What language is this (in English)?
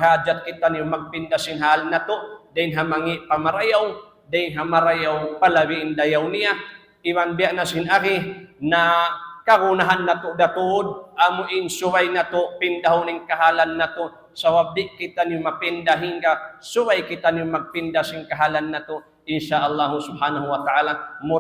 Tausug